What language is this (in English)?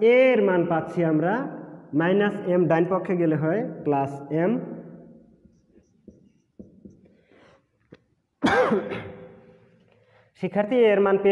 Bangla